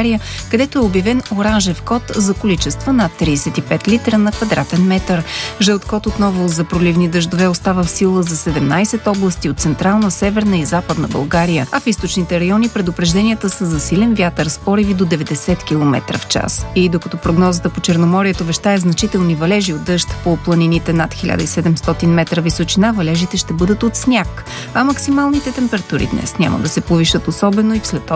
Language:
Bulgarian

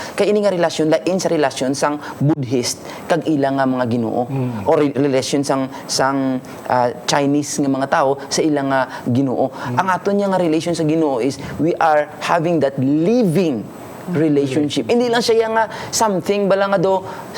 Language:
Hiligaynon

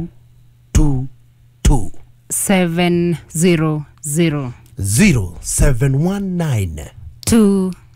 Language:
Kikuyu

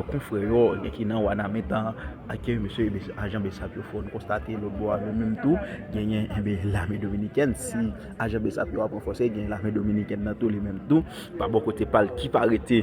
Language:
Haitian Creole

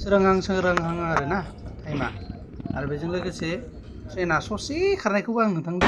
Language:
Bodo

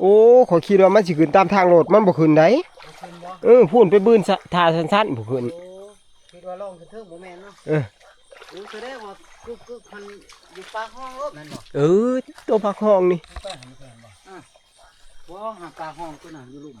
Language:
Northeastern Thai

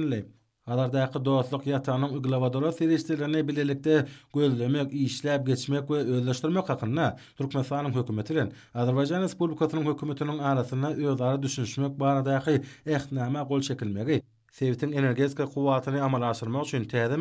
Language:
Turkmen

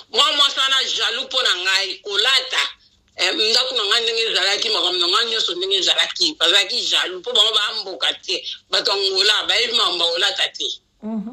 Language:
Lingala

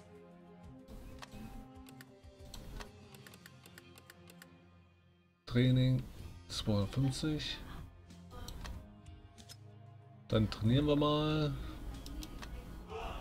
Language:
German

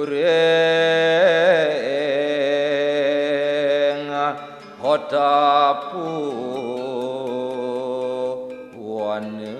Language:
Balinese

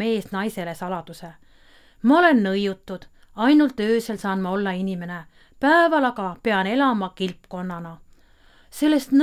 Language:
Estonian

